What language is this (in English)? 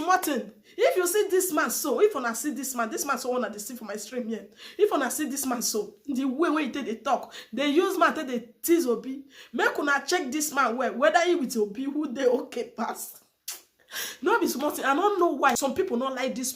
Nigerian Pidgin